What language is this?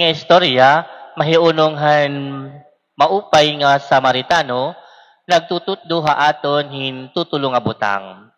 Waray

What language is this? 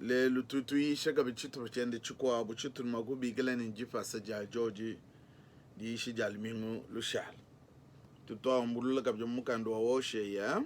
Luba-Lulua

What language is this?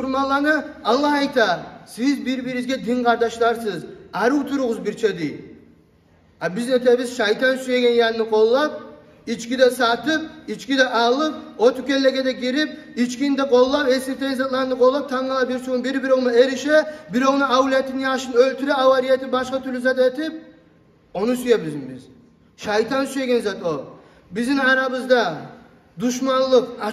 Kumyk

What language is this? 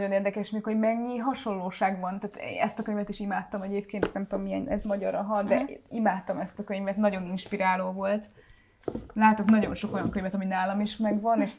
Hungarian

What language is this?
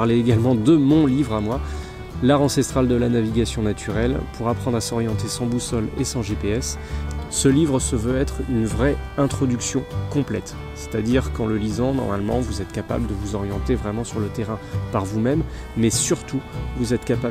French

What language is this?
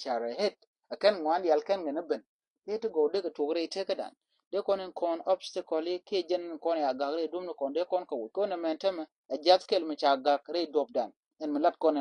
Nuer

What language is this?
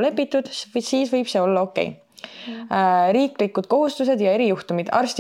Estonian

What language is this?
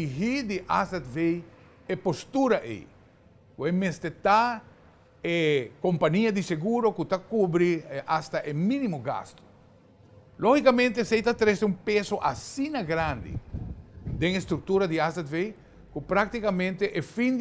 Papiamento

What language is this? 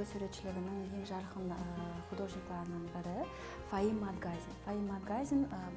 Kara-Kalpak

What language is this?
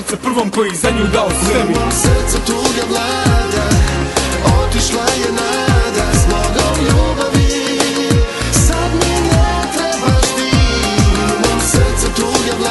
Croatian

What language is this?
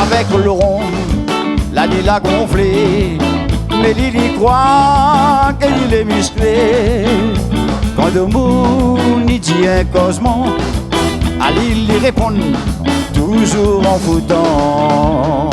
Réunion Creole French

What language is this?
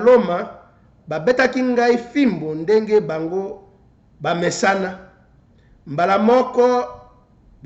Lingala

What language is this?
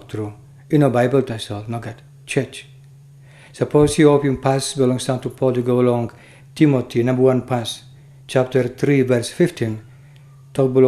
Tok Pisin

